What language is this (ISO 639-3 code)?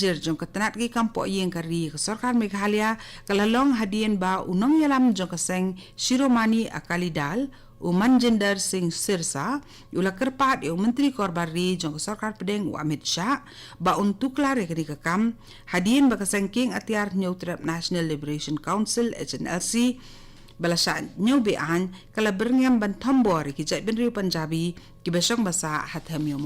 kha